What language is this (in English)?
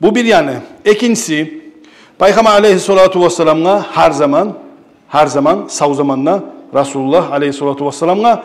Kumyk